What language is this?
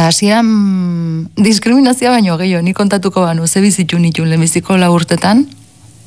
Basque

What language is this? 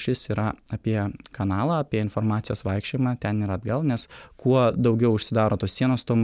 Lithuanian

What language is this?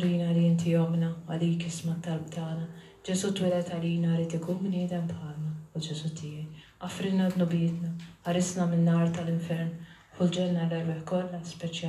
Maltese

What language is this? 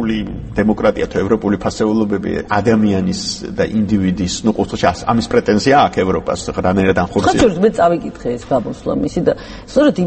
Georgian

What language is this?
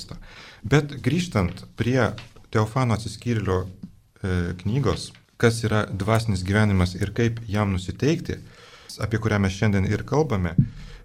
Lithuanian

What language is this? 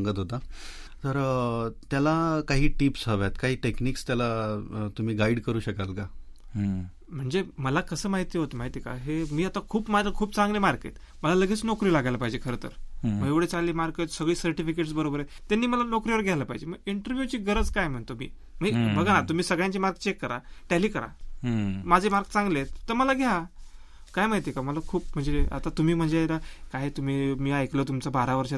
Marathi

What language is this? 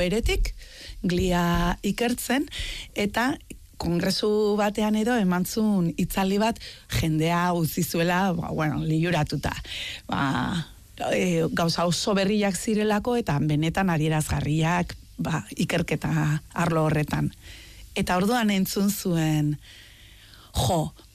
Basque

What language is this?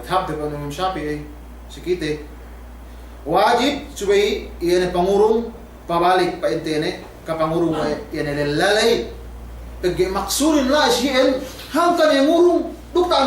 Yakan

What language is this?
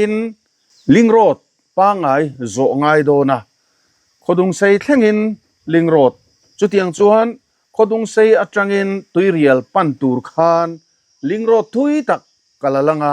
Mizo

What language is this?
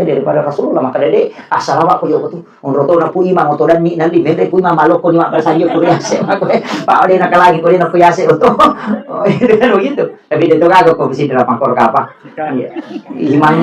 Buginese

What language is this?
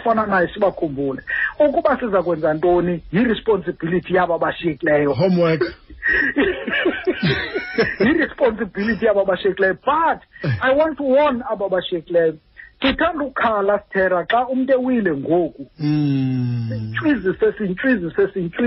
Xhosa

